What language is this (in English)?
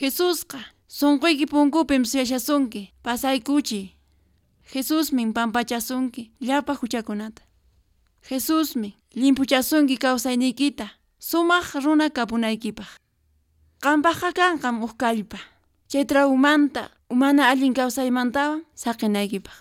Quechua